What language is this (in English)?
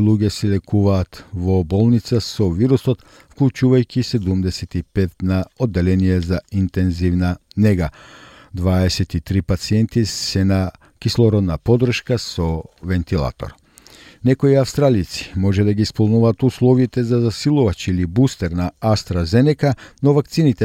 Macedonian